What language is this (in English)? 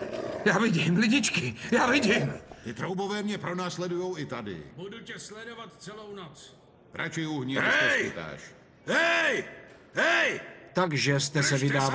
Czech